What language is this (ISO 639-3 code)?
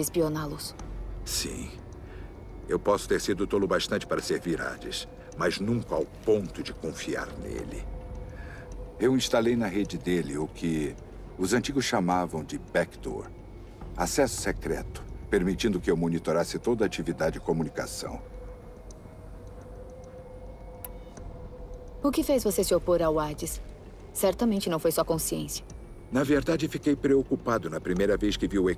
por